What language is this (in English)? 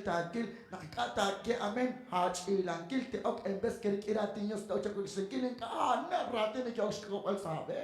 Kekchí